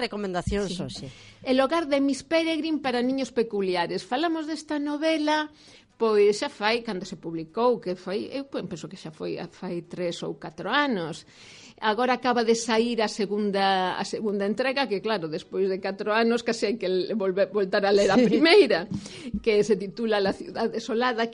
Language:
Galician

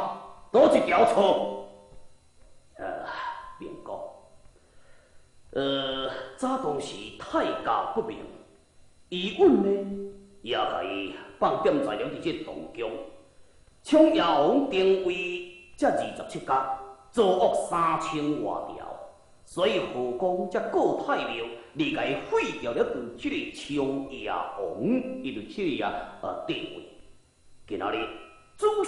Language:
Min Nan Chinese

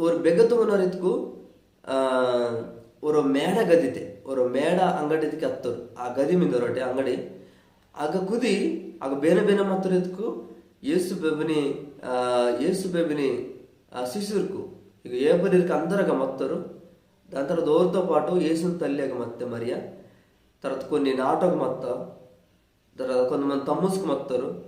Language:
Koya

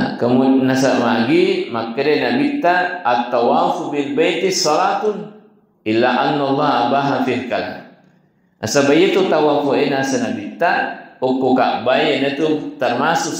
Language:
Buginese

